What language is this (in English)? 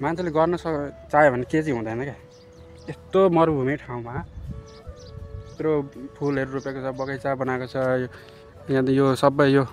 Nepali